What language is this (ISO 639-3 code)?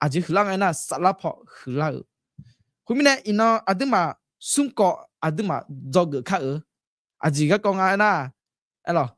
ahk